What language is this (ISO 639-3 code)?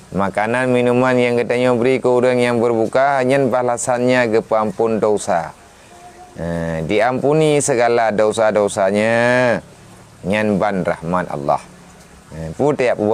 msa